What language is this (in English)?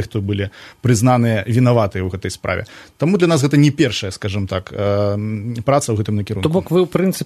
Belarusian